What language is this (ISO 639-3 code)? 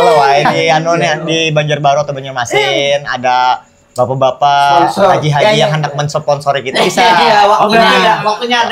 bjn